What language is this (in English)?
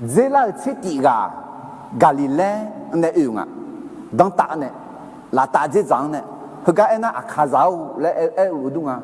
Akha